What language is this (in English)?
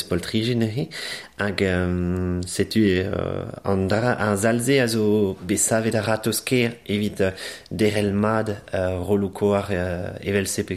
Breton